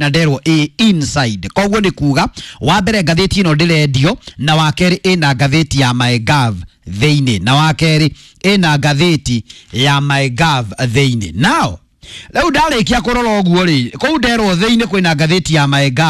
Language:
Kikuyu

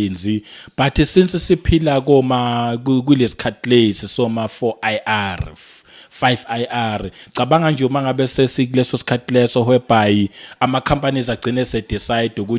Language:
Zulu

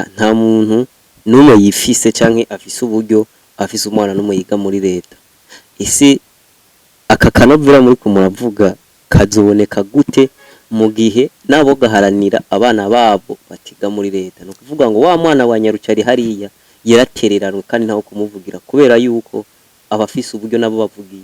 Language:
Rundi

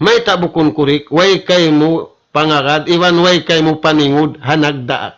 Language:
Tausug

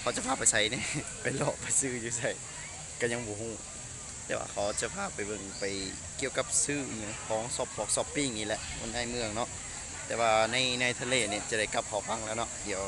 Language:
Lao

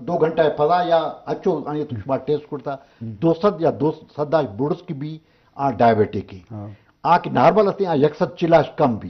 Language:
Eastern Balochi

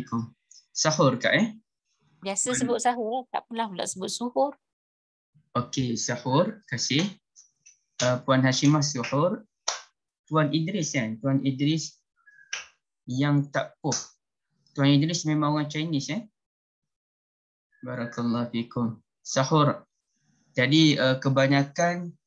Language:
Malay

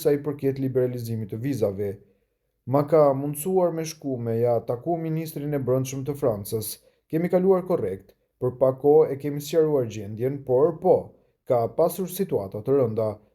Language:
Albanian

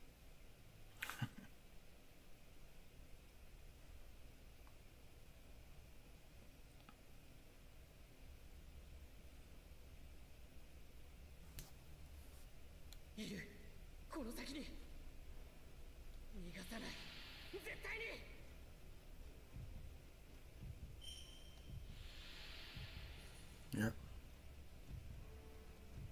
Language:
Japanese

